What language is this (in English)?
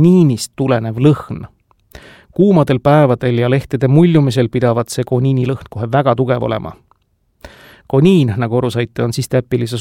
Estonian